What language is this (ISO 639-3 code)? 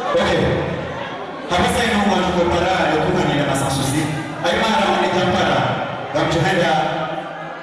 swa